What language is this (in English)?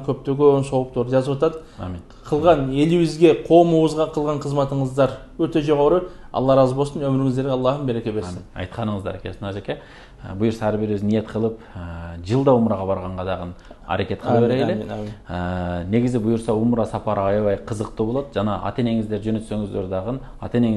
Kyrgyz